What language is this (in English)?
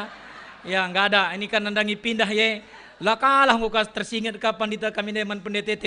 Batak Karo